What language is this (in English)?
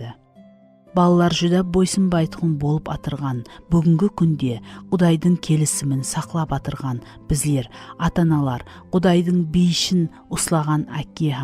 Kara-Kalpak